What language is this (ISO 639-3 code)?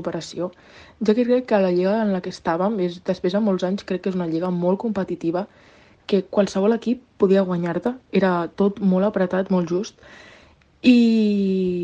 cat